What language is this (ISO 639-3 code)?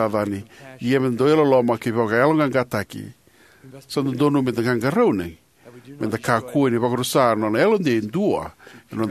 fij